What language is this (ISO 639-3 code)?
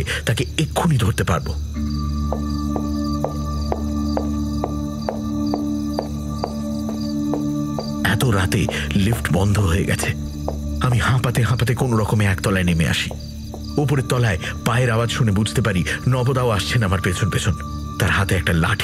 ben